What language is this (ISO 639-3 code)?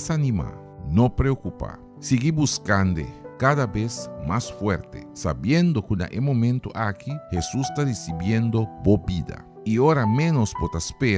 pap